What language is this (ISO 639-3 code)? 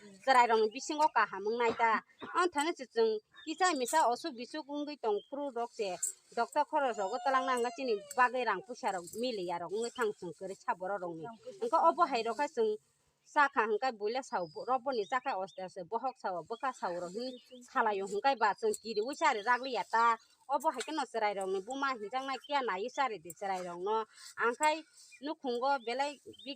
trp